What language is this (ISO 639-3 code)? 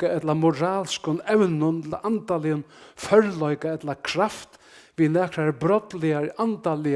fao